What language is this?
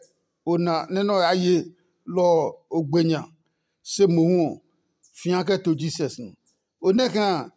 Adangme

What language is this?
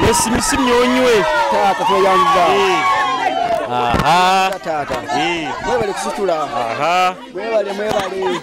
Nyoro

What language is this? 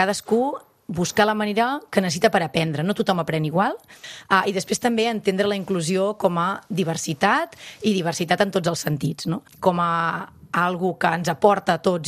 Catalan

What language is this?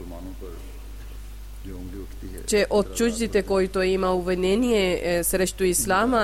Bulgarian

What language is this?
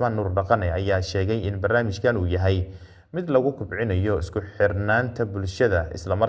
Somali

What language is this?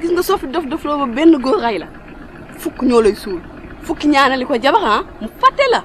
Wolof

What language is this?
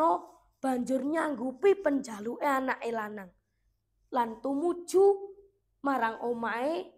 Javanese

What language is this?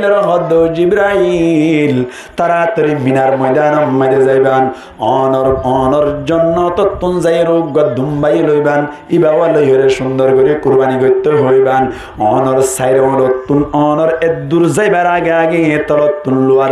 Rohingya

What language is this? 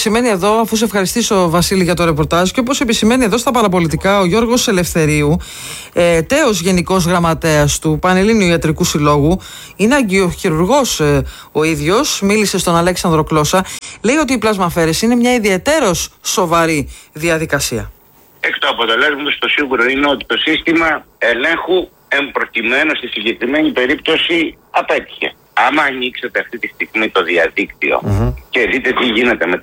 Greek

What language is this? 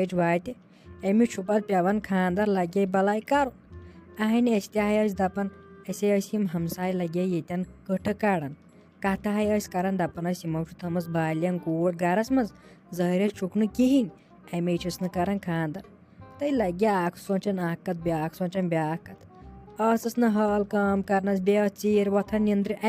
Kashmiri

